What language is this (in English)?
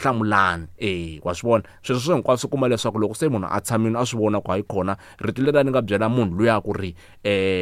Tsonga